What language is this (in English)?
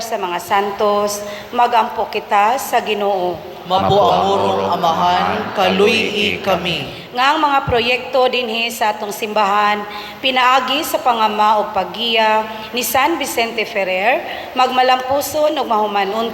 Cebuano